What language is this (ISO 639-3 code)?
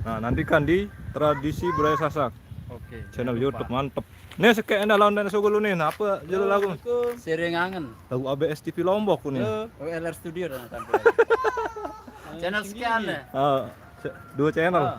sas